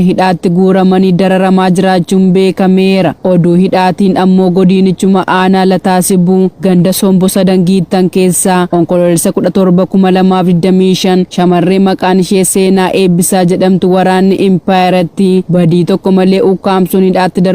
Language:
Oromo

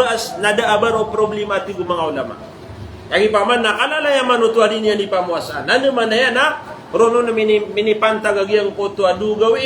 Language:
Maranao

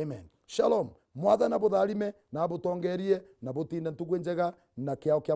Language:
Meru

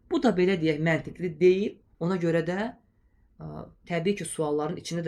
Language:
Azerbaijani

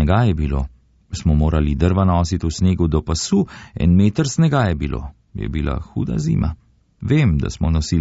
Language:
Slovenian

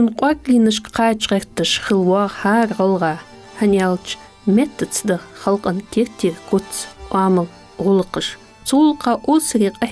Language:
Ingush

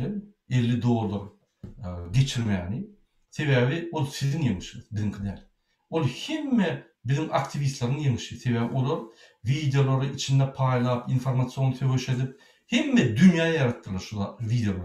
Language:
Turkmen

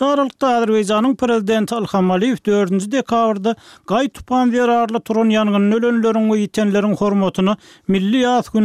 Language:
Turkmen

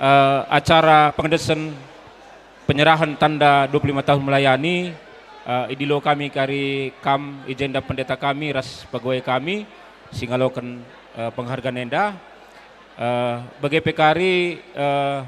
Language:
Batak Karo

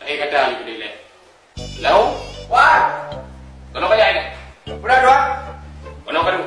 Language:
Achinese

